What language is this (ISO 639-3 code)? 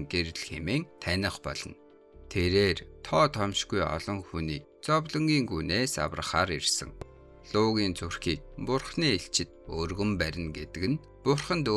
mon